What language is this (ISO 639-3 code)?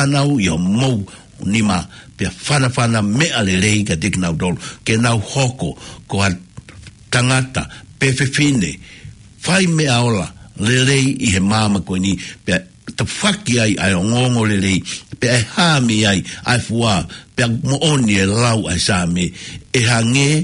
ton